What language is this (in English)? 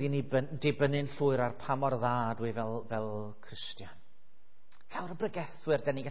Welsh